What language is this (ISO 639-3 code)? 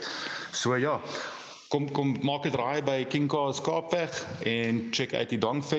afr